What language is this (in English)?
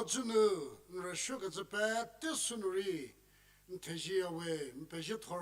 Angami Naga